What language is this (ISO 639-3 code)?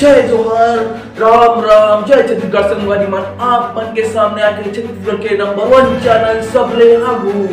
hne